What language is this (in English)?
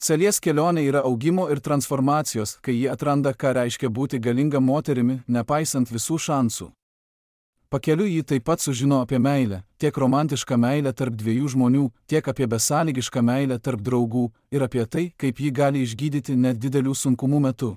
Lithuanian